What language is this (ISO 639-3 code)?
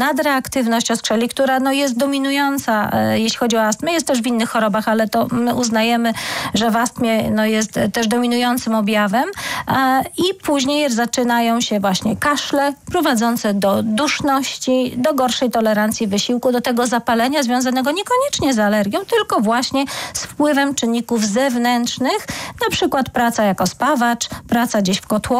pol